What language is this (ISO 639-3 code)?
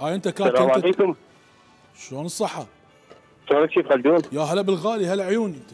acm